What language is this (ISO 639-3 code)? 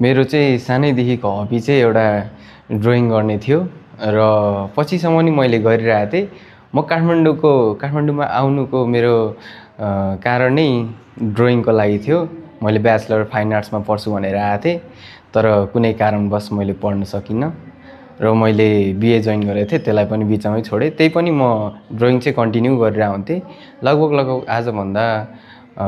nep